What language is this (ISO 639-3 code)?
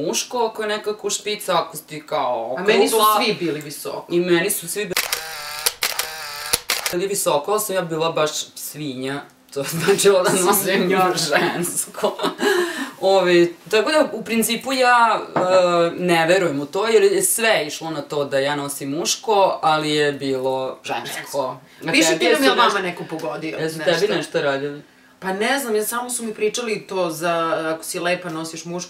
srp